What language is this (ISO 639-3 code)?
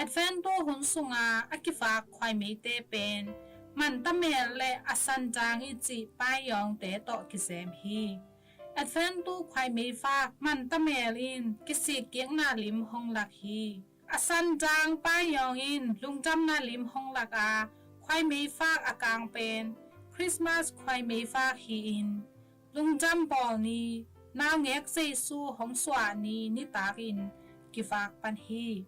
ctd